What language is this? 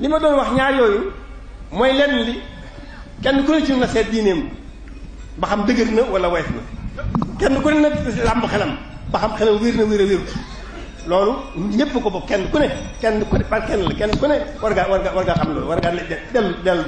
Wolof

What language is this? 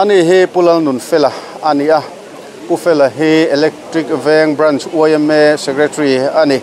Mizo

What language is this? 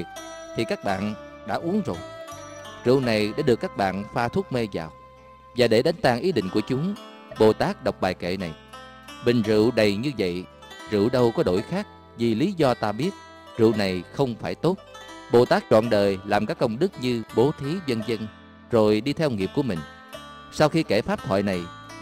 Vietnamese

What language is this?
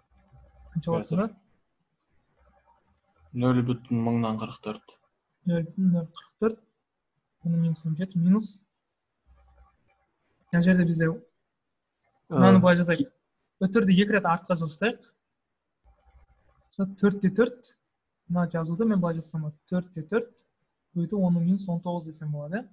Kazakh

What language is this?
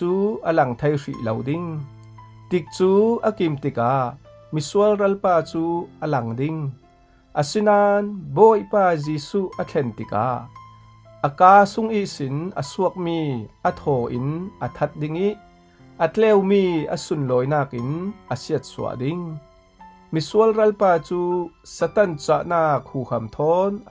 Falam Chin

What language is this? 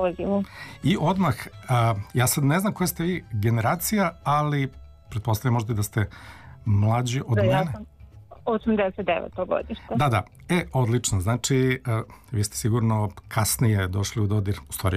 Serbian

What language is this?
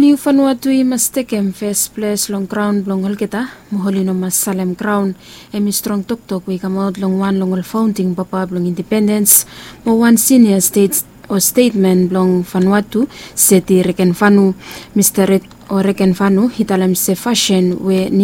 Bislama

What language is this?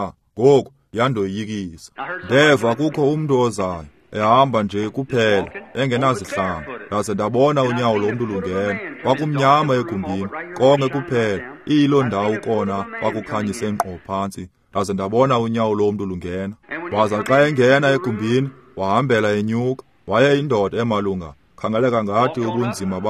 Xhosa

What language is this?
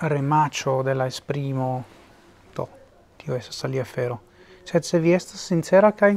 Esperanto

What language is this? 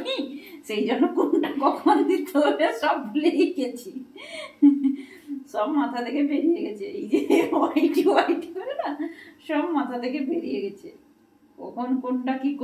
Bangla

